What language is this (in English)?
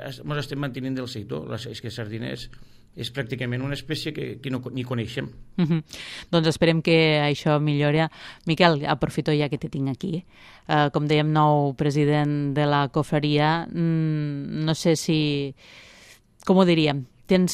Catalan